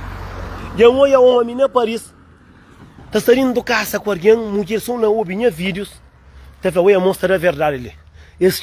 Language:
Kabuverdianu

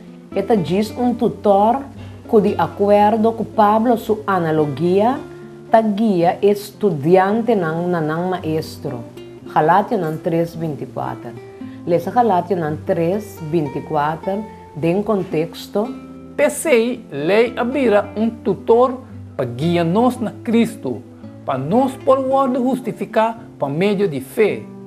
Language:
Papiamento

